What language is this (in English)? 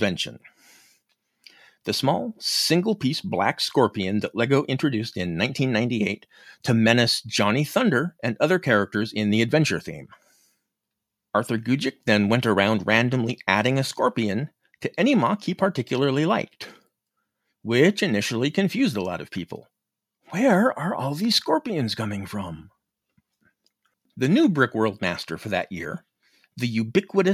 English